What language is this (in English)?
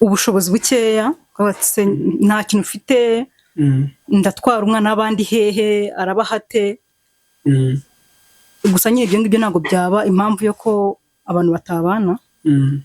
Kinyarwanda